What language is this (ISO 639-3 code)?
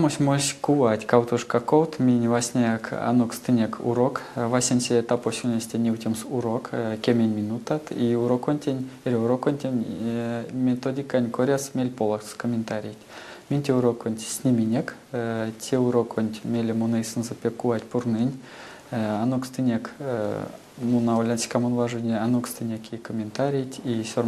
myv